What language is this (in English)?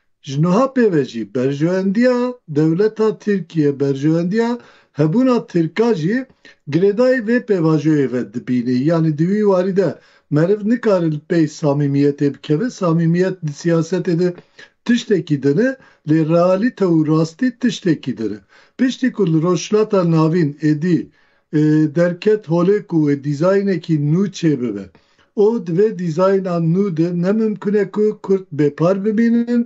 Kurdish